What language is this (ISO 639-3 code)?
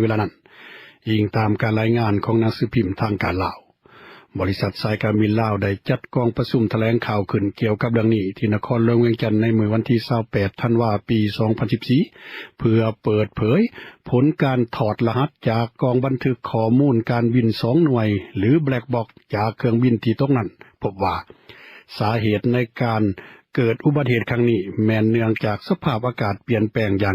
lao